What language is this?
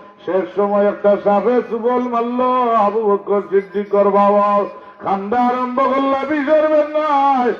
Sylheti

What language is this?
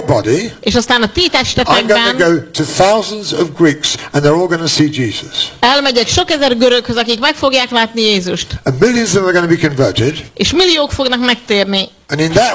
Hungarian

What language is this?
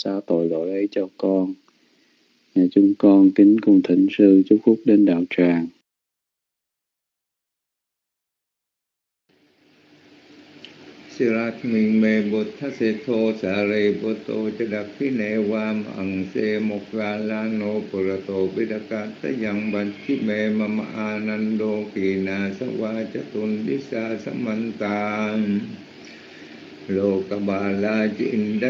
Vietnamese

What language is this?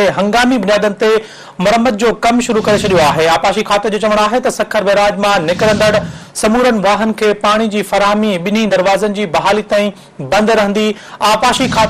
Sindhi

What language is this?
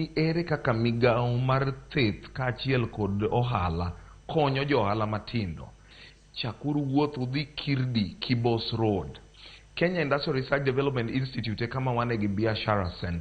Luo (Kenya and Tanzania)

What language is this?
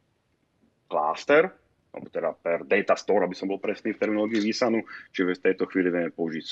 Slovak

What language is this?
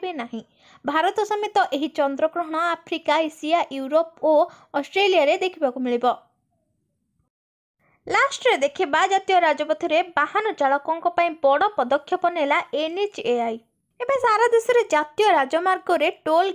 Odia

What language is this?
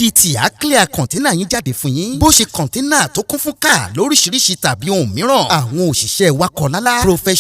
Yoruba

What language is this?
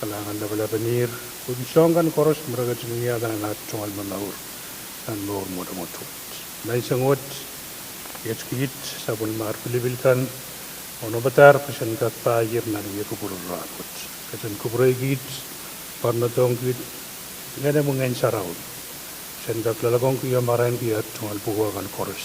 Pohnpeian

